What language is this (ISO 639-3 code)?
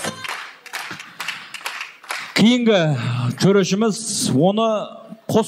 kaz